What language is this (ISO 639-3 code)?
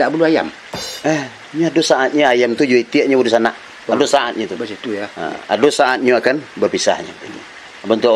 min